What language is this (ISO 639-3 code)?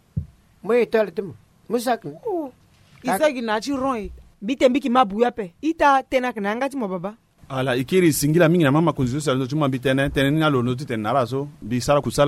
sag